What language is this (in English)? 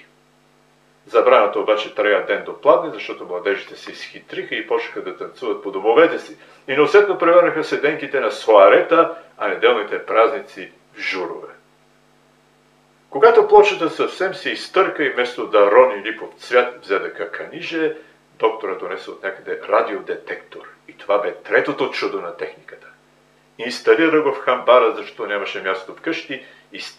Bulgarian